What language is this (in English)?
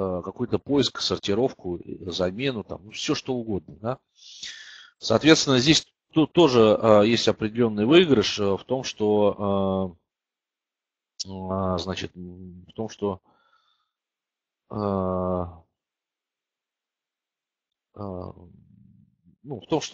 Russian